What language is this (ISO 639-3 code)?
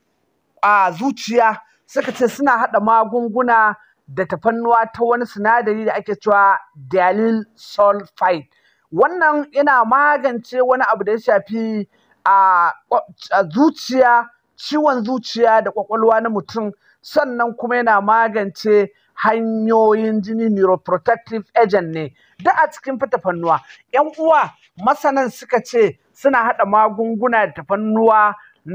hau